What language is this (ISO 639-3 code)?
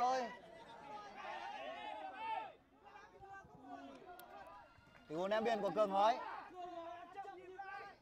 vie